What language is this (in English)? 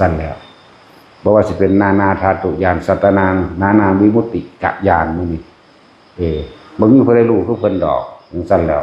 Northeastern Thai